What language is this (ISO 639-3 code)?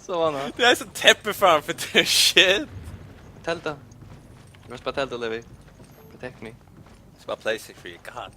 fao